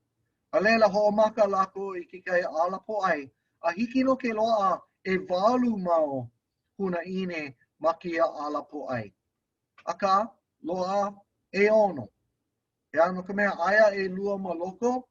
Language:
Hawaiian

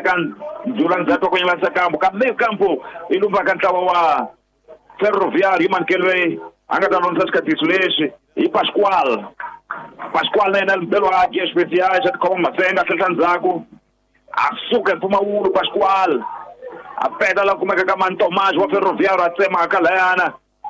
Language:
Tsonga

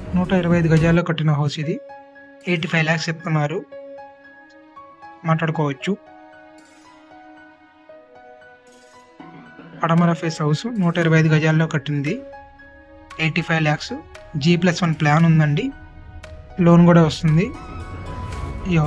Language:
Telugu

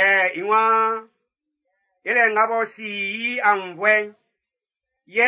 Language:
Baoulé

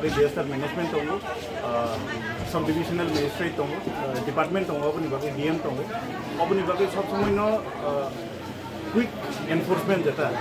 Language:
Kok Borok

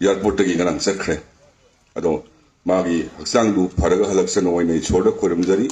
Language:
Manipuri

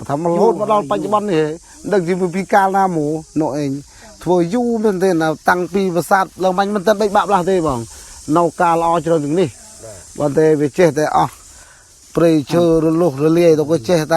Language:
Khmer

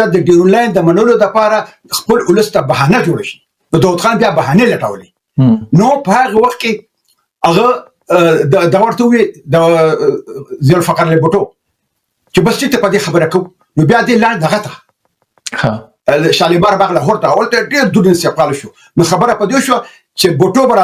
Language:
Pashto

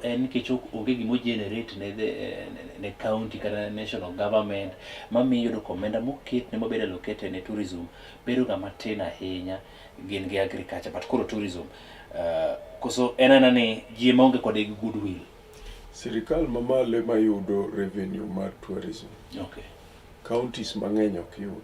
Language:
Luo (Kenya and Tanzania)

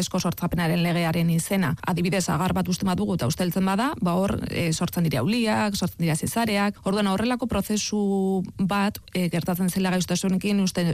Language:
Basque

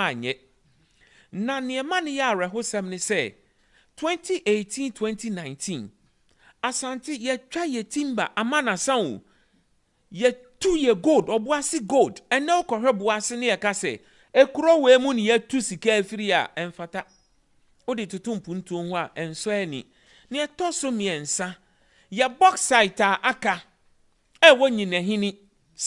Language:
Akan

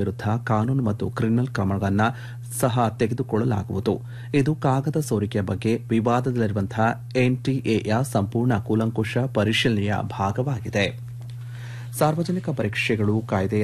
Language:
Kannada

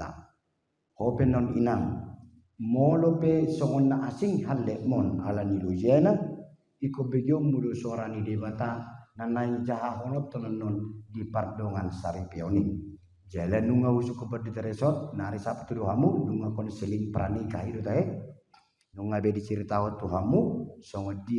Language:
Batak Toba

